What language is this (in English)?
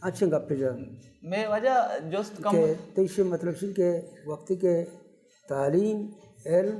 Baluchi